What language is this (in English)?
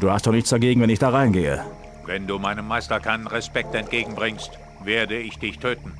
Bavarian